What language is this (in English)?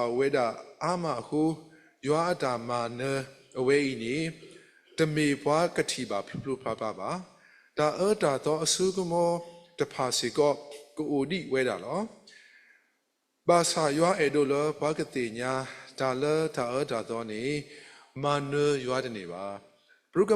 S'gaw Karen